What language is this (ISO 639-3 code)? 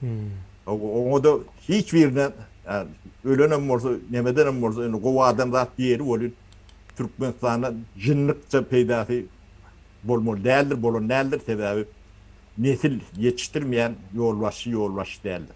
tuk